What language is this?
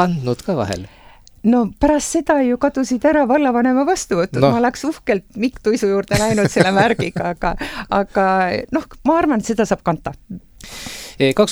Estonian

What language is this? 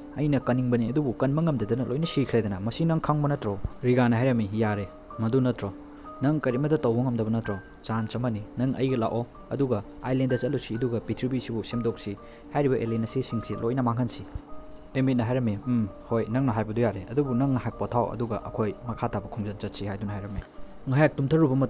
Manipuri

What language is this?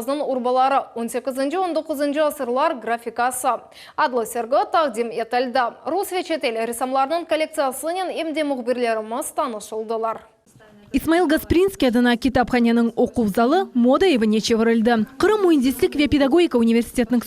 Crimean Tatar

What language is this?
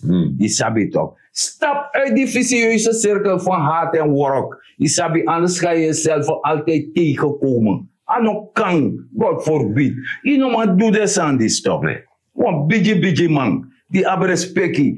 Sranan Tongo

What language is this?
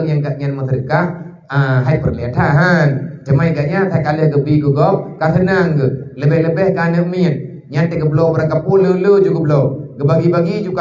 Achinese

